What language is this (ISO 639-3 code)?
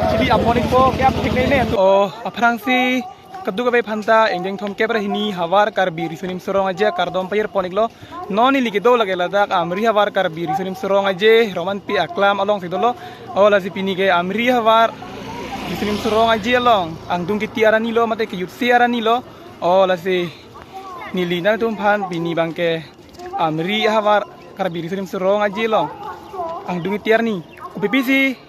mjw